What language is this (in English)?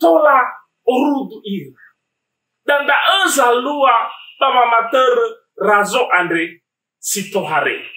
Nias